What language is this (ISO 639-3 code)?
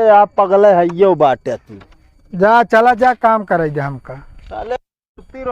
awa